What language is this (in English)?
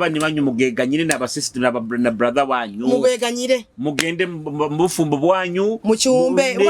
Nyoro